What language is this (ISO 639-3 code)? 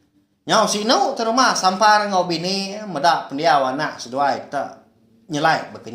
iba